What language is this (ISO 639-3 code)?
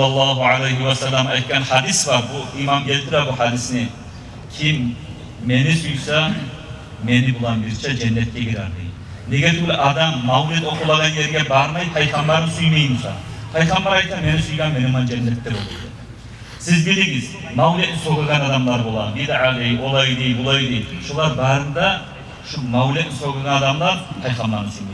kum